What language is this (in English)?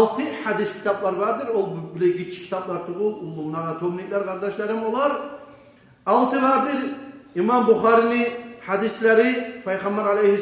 Kumyk